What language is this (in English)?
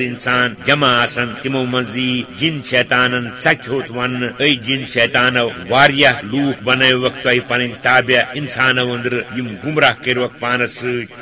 Kashmiri